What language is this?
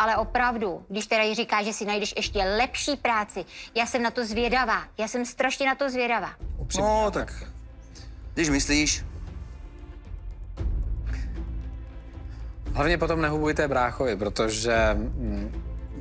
Czech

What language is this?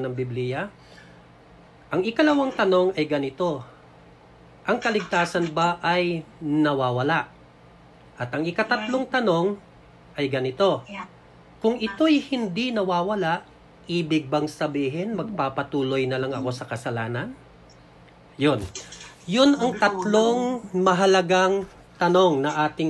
Filipino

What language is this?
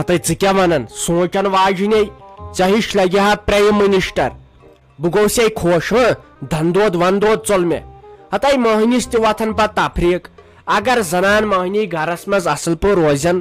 Kashmiri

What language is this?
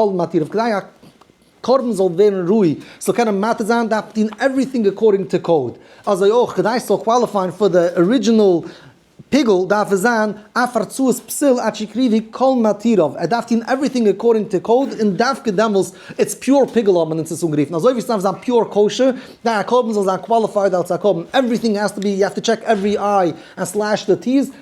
Yiddish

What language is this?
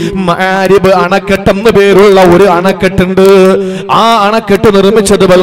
Malayalam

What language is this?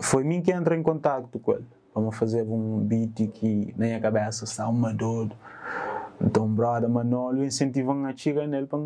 Kabuverdianu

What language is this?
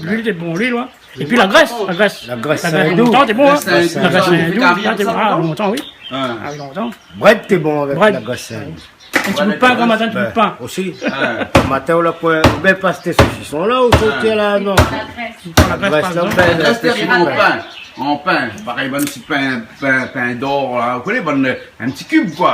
Réunion Creole French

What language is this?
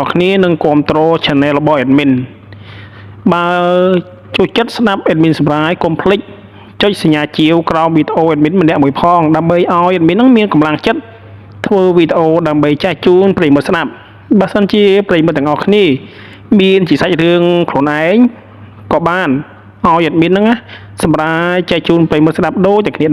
Khmer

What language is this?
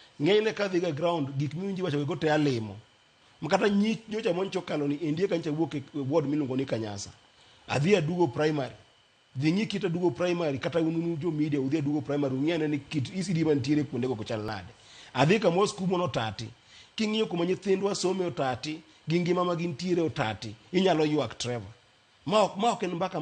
Luo (Kenya and Tanzania)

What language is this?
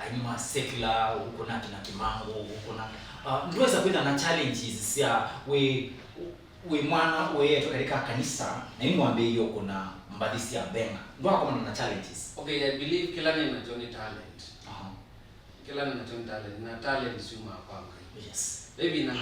Kamba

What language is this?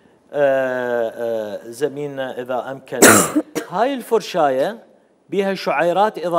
Mesopotamian Arabic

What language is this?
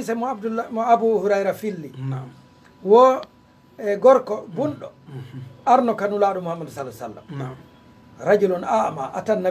Fula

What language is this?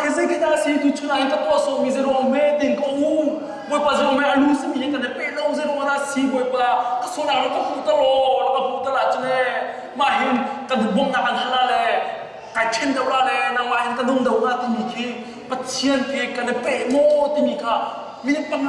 Hakha Chin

